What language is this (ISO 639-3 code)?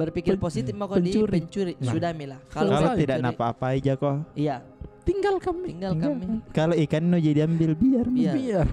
mfp